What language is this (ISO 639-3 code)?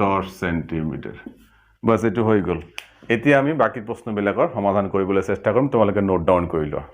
asm